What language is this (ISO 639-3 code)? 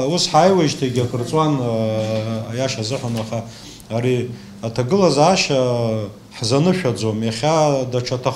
abk